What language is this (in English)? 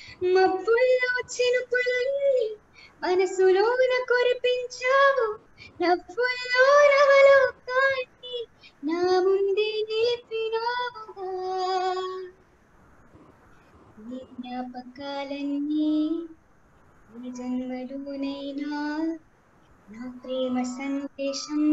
Telugu